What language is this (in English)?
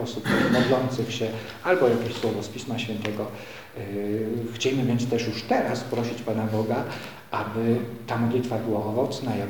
Polish